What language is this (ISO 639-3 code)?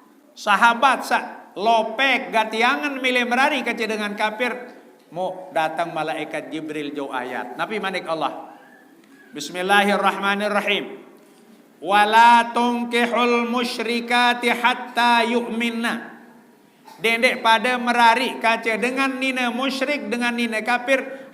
sas